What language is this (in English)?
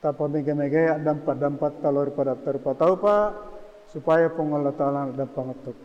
Buginese